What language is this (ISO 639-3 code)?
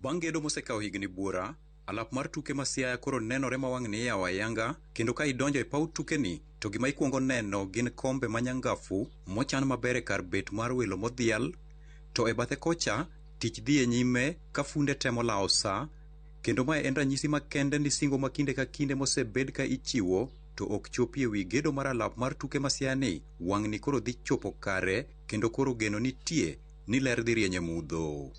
luo